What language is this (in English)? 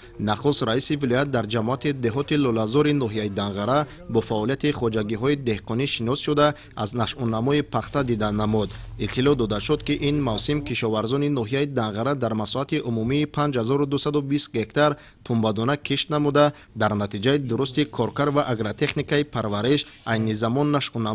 Tajik